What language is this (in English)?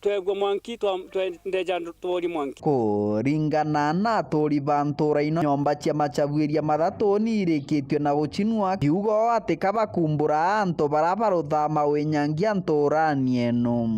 Meru